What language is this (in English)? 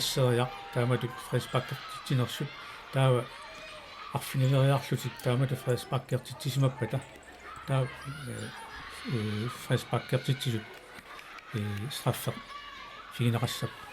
Kalaallisut